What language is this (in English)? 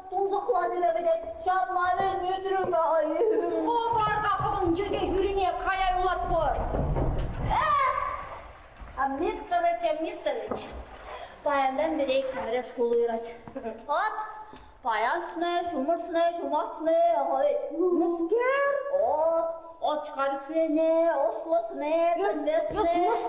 Chuvash